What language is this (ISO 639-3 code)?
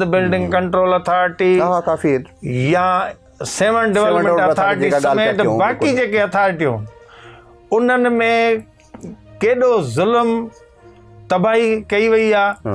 snd